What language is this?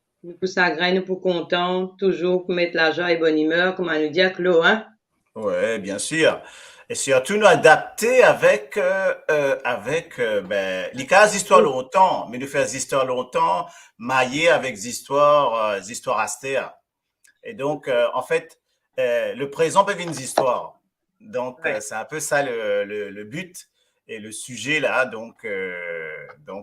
Morisyen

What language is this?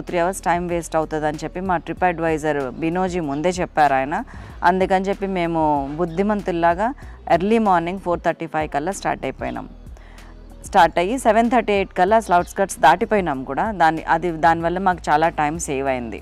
Telugu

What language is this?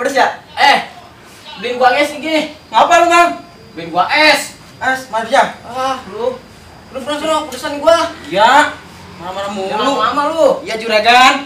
Betawi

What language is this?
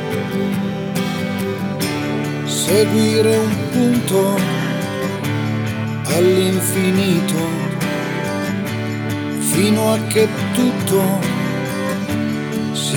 Italian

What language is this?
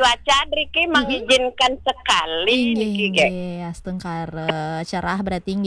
Balinese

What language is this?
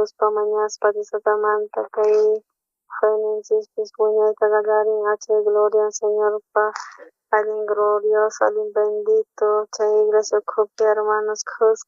South Bolivian Quechua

